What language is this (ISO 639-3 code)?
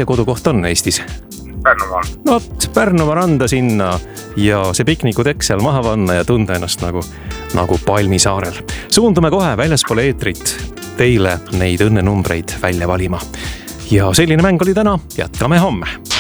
est